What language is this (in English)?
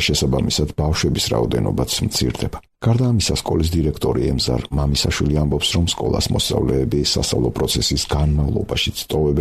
Georgian